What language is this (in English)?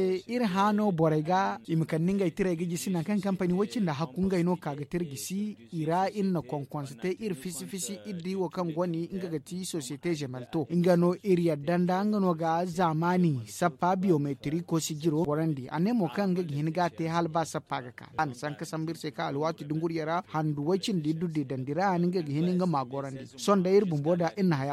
Zarma